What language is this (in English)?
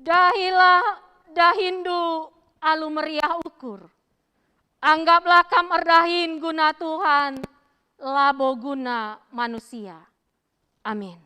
Batak Karo